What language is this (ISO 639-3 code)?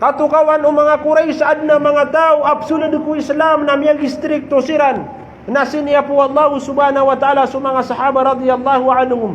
mrw